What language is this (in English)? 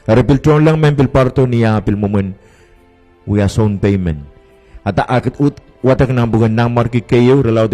Pohnpeian